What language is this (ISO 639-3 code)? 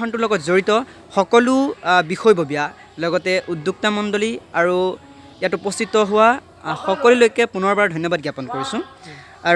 asm